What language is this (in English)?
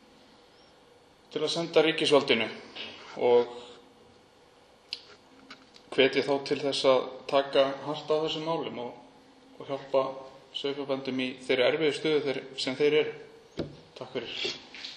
Icelandic